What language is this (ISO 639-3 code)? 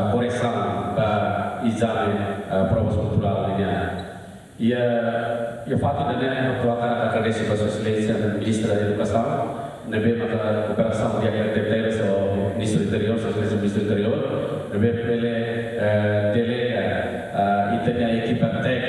tet